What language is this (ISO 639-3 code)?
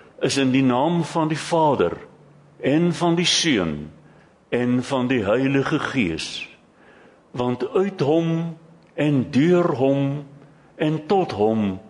afr